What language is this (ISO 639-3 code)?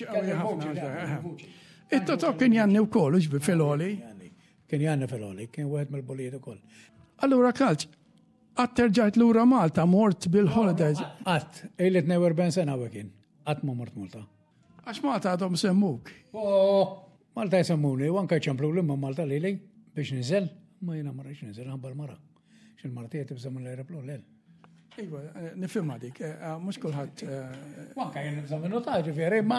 mlt